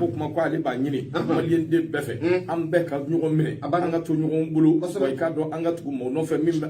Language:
Bambara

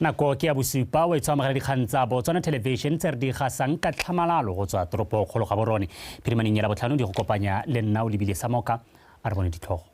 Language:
Tswana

